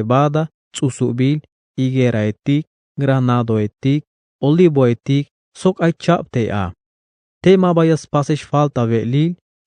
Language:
Tzeltal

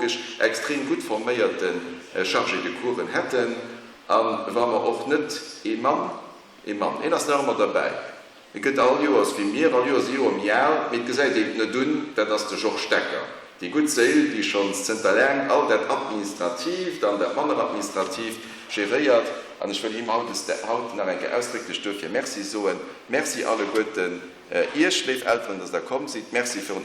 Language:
Luxembourgish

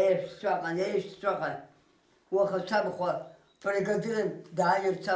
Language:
Abkhazian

